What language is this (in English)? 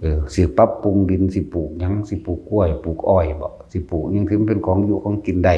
Northeastern Thai